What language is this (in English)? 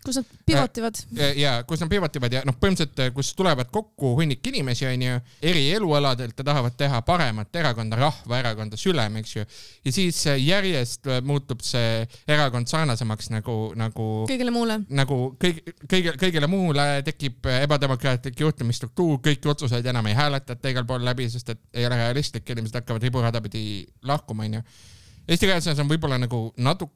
Estonian